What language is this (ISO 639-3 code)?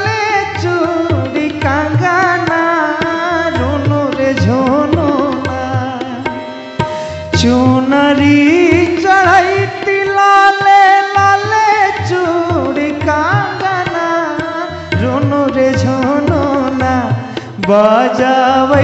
bho